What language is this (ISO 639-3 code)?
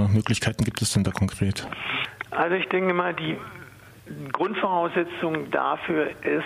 deu